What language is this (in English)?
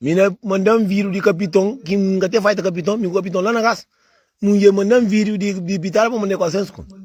Kabuverdianu